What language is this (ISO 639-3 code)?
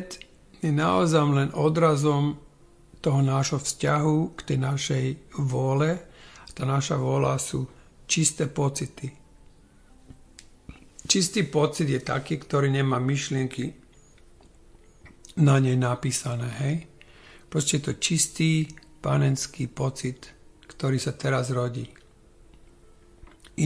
slk